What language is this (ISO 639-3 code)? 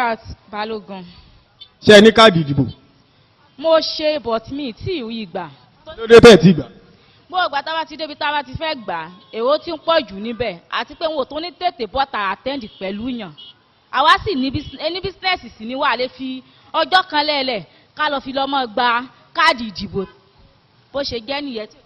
yor